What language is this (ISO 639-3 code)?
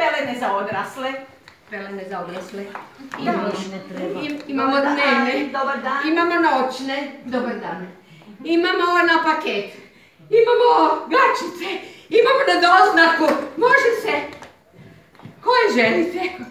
hrv